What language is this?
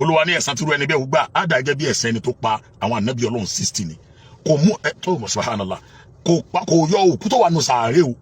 Yoruba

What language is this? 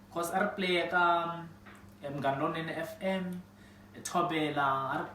Tsonga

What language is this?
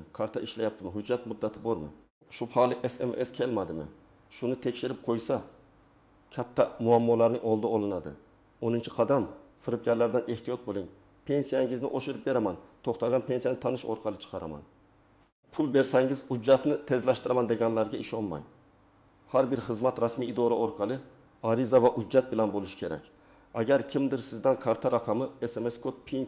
Uzbek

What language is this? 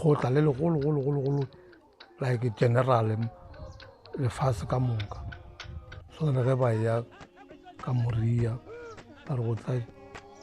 Northern Sotho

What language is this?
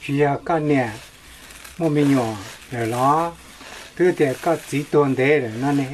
Hmong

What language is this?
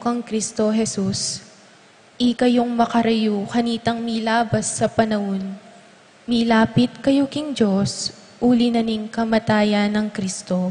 Pampanga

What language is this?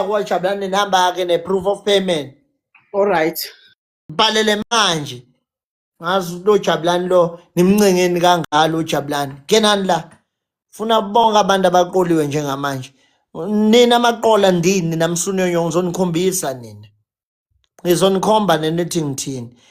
Zulu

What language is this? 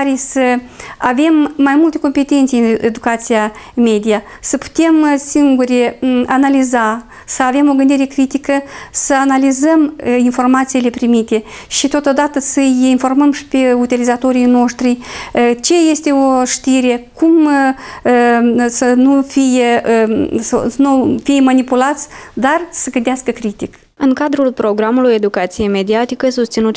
Romanian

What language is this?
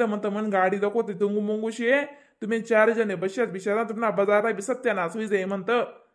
Khandesi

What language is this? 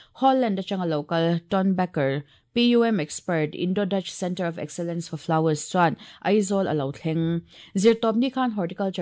Mizo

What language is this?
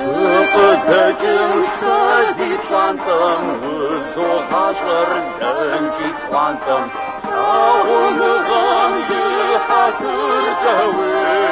Kabardian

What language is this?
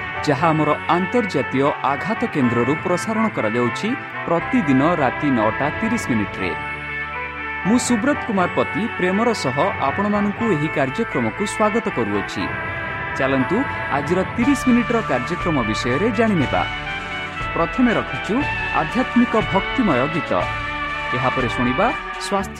Odia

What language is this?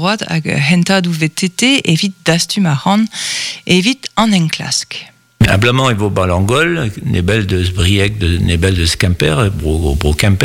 Breton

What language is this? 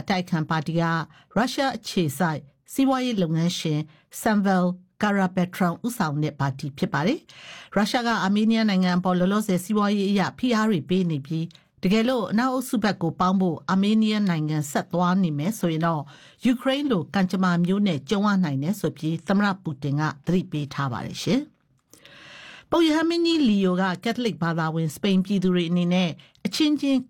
Burmese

